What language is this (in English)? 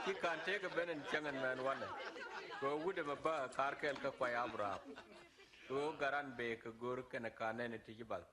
Nuer